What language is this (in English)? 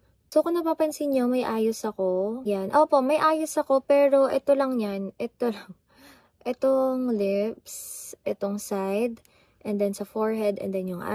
Filipino